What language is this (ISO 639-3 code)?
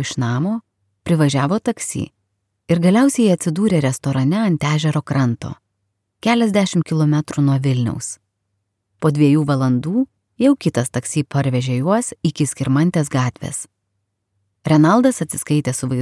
lit